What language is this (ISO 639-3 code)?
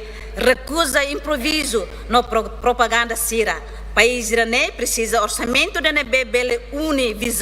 tet